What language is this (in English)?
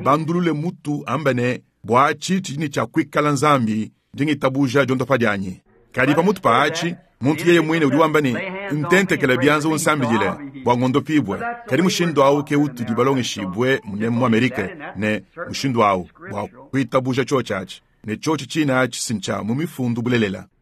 Luba-Lulua